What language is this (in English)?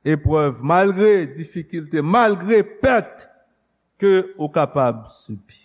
Haitian Creole